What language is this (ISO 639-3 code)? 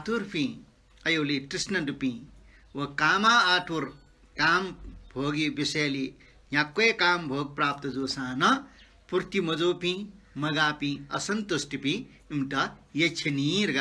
new